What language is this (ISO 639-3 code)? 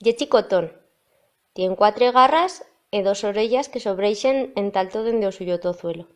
arg